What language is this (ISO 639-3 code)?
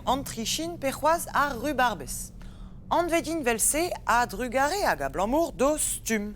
bre